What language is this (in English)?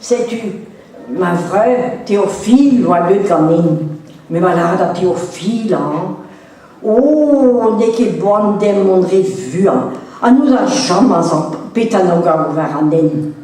Breton